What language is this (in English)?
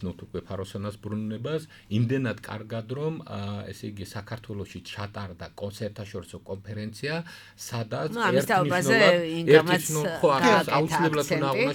Georgian